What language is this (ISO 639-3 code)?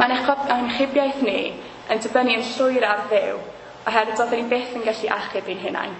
cym